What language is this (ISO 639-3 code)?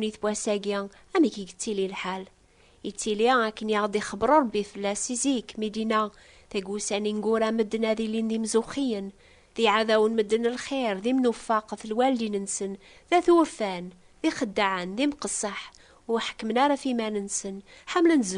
kab